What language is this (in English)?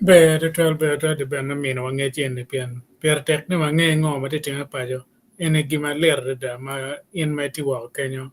Acoli